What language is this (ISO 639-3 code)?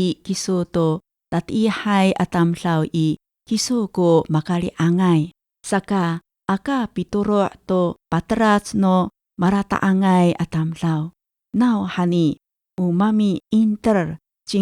ami